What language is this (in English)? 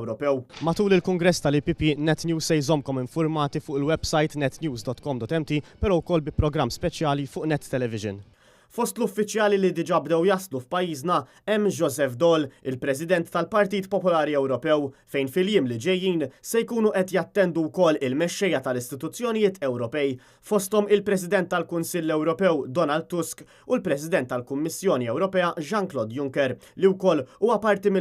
Maltese